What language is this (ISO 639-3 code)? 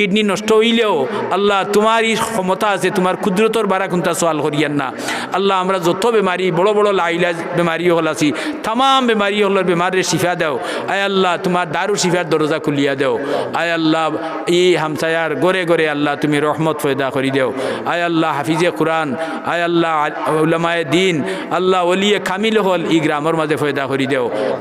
syl